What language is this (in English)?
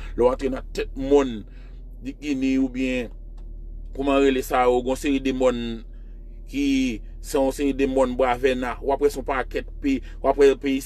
Haitian Creole